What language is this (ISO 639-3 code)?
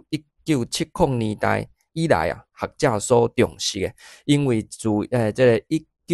nan